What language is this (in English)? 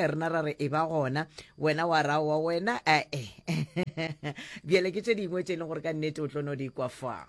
Northern Sotho